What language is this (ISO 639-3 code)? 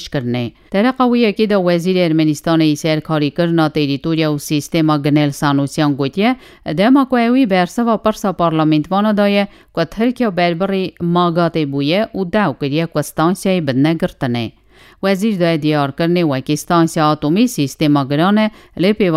kur